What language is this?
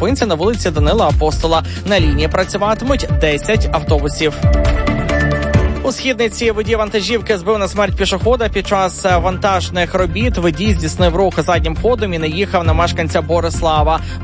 Ukrainian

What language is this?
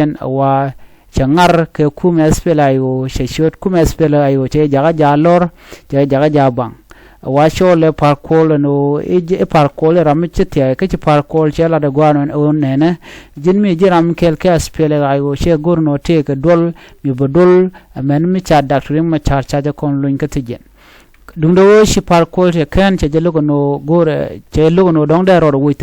Nuer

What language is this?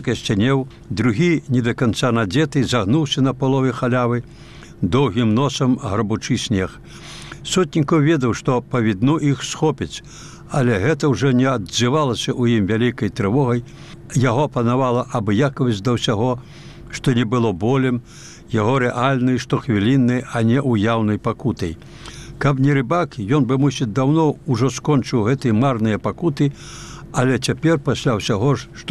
Belarusian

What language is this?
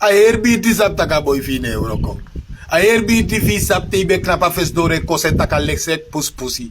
Sranan Tongo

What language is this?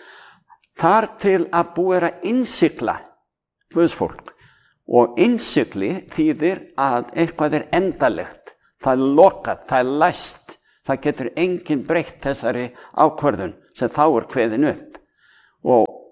Icelandic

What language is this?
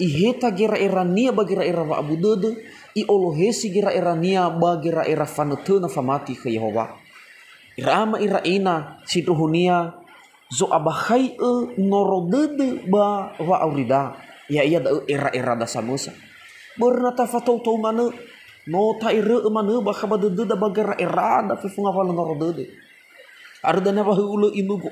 Nias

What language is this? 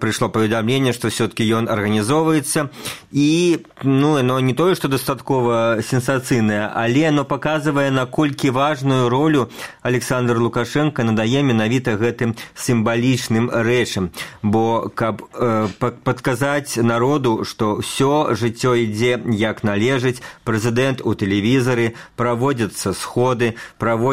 Belarusian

